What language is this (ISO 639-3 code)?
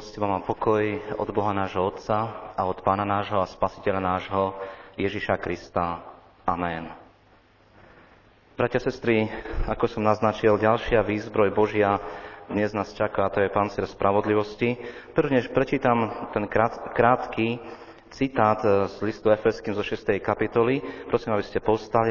slk